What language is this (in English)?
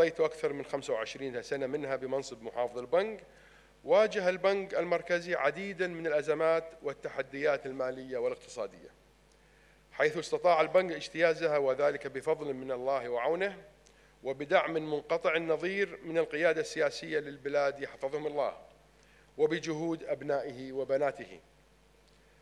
Arabic